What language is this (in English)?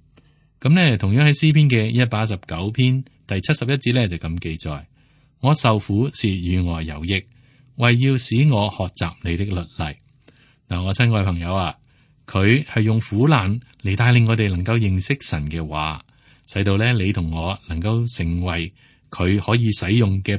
Cantonese